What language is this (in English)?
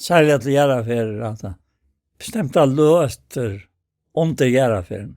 Faroese